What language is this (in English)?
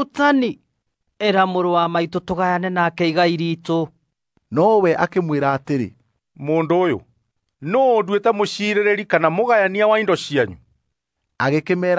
Kikuyu